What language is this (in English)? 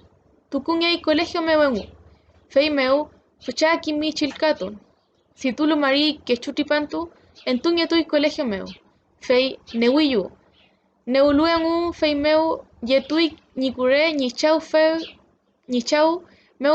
Mapuche